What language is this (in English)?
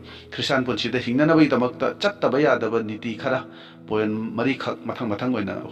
Manipuri